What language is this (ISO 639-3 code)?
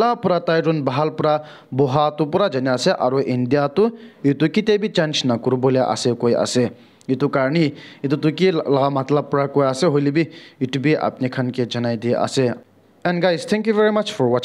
nag